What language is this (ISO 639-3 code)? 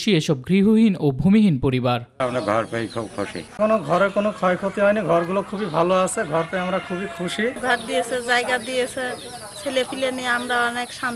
ben